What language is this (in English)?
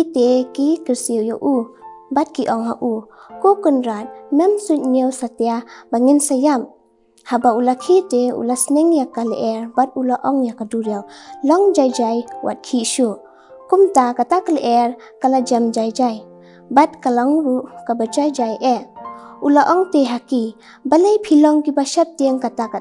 Khasi